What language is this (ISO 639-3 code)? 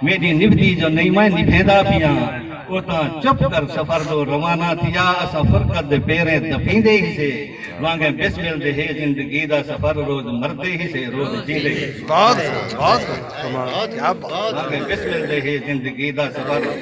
skr